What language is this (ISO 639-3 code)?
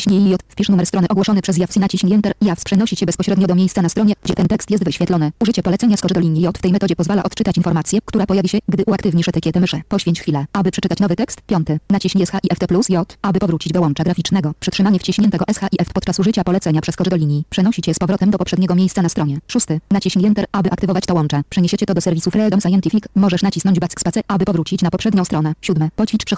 pol